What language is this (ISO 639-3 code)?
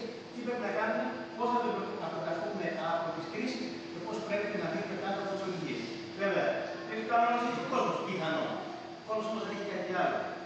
ell